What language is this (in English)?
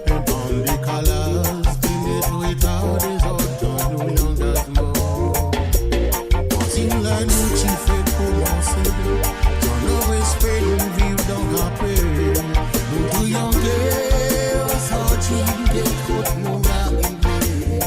Morisyen